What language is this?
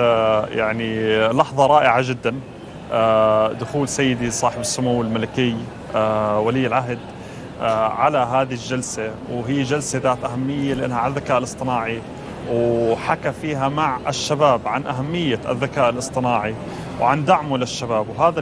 North Levantine Arabic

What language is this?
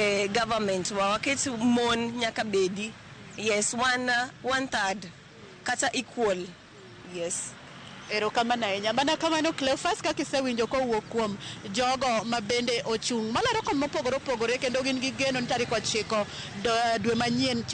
Luo (Kenya and Tanzania)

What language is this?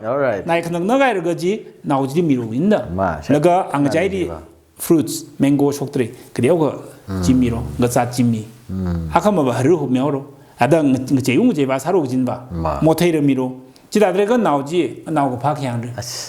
Tangkhul Naga (India)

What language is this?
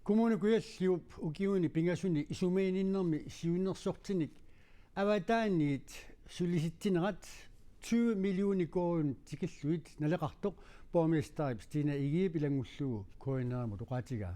Kalaallisut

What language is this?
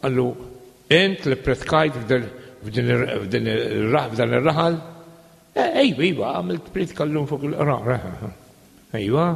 Maltese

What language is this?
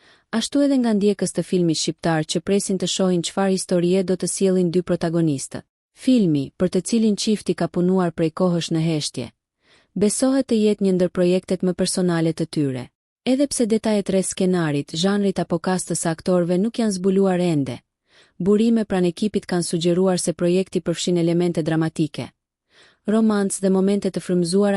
Albanian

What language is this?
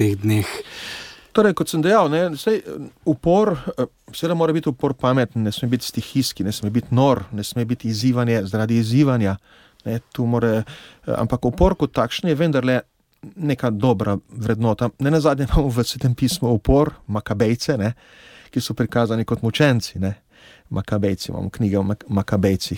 Slovenian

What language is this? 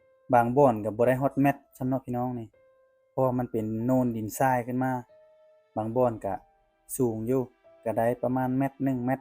Lao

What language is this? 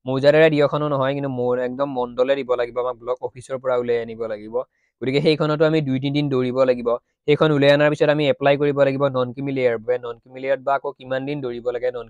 Assamese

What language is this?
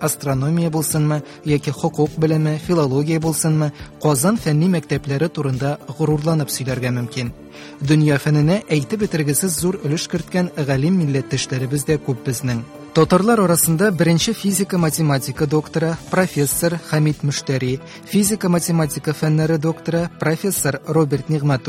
Tatar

